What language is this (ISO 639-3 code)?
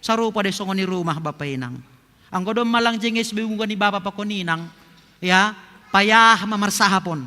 bts